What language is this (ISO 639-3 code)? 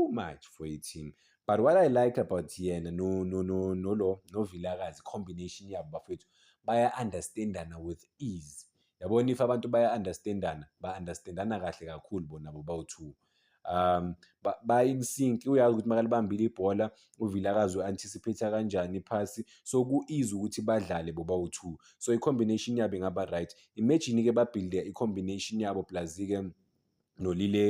zul